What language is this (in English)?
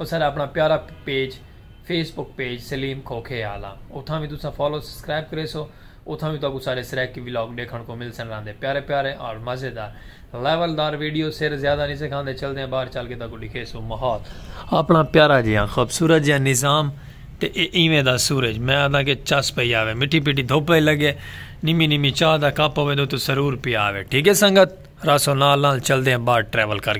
Saraiki